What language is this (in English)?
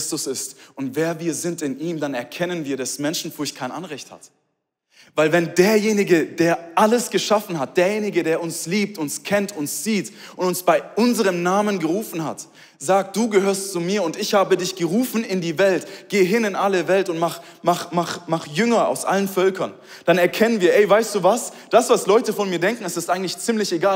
Swiss German